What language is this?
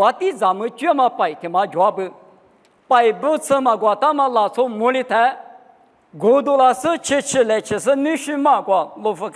Lisu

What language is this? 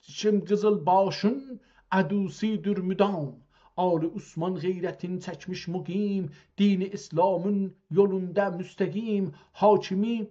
South Azerbaijani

